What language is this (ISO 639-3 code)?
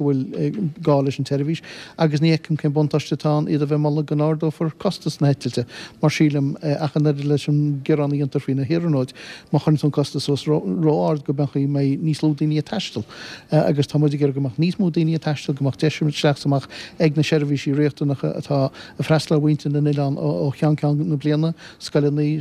gle